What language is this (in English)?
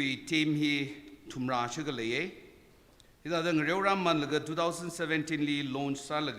Tangkhul Naga (India)